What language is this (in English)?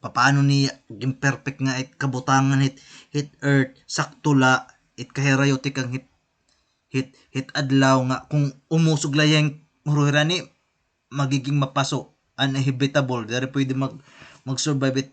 Waray